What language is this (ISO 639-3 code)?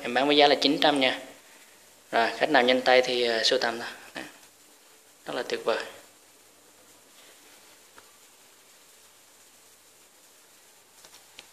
vie